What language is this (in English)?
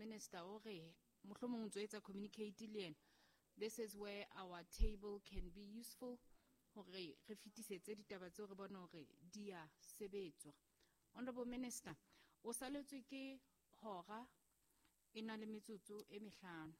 Southern Sotho